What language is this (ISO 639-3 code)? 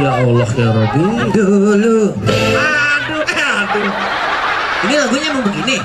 bew